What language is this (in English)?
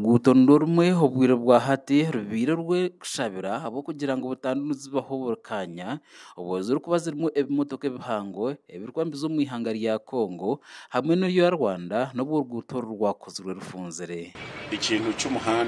Nyankole